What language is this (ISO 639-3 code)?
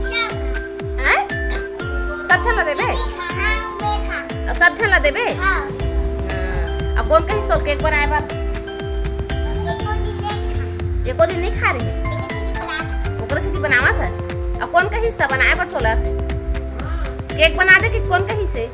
hne